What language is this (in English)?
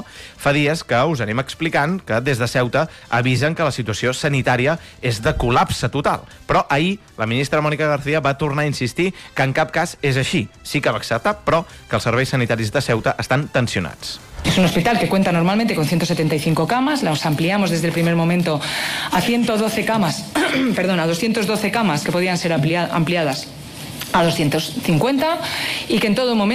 Catalan